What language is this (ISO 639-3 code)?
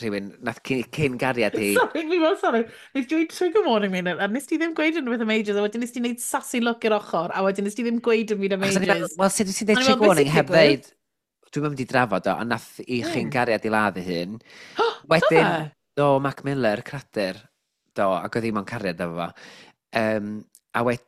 cym